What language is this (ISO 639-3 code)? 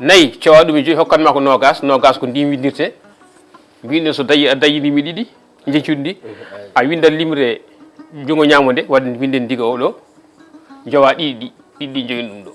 ful